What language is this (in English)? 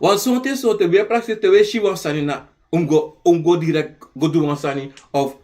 Sranan Tongo